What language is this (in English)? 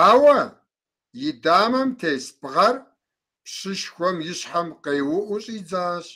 Kabardian